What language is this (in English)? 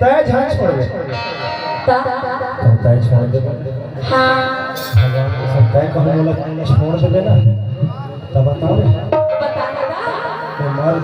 Chhattisgarhi